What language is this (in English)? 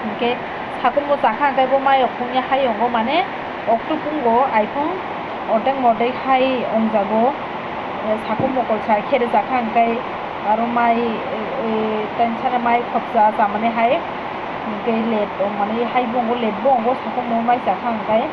Kok Borok